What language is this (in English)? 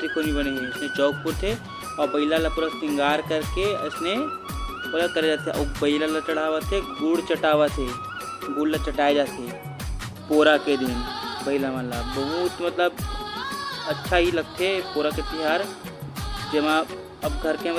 Chhattisgarhi